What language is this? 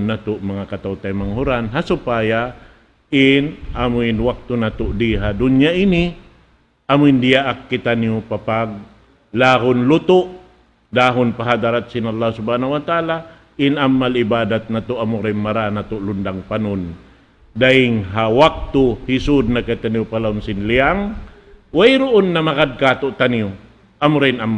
Tausug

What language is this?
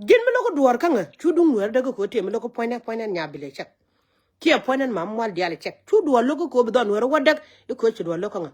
Nuer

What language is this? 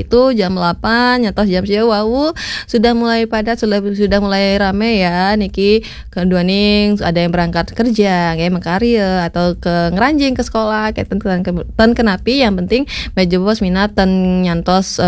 Balinese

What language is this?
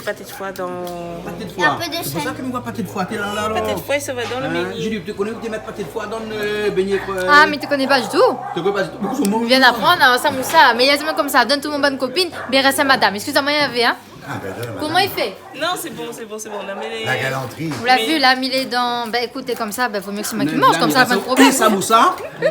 Réunion Creole French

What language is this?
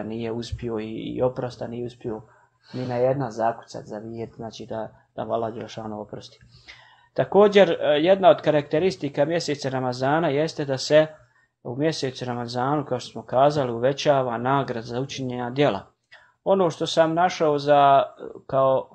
Bosnian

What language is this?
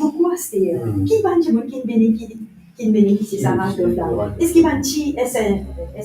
Morisyen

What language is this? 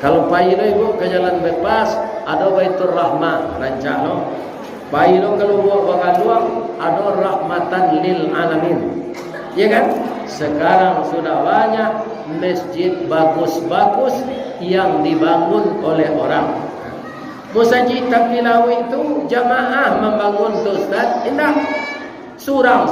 Minangkabau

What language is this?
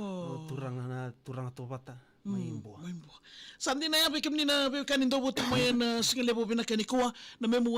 Fijian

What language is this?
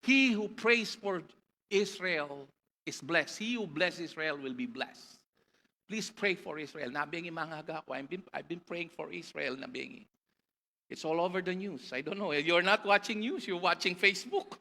Pampanga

